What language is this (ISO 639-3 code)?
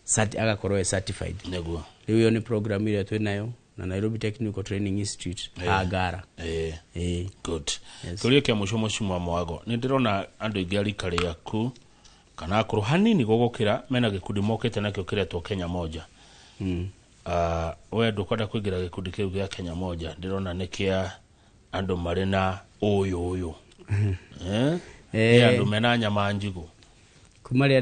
kik